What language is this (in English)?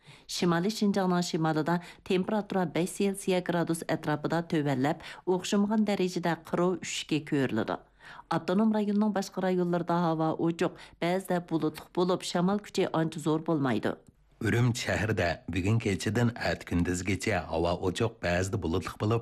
Uyghur